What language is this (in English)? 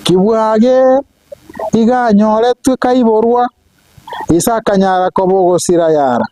Gusii